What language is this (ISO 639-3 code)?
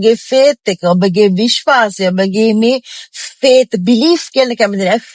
sin